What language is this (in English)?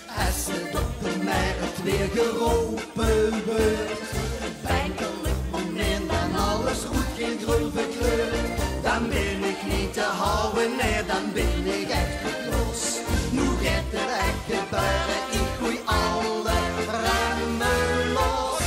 Limburgish